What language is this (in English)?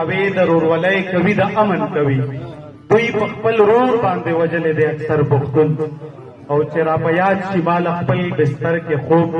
Pashto